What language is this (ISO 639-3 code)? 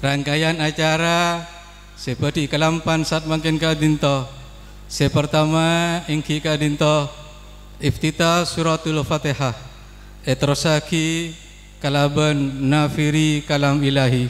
mad